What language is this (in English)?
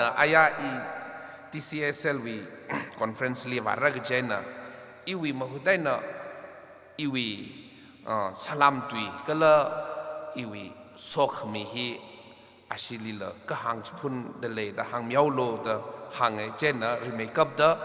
Tangkhul Naga (India)